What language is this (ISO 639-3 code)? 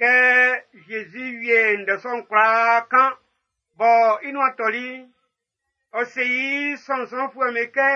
bci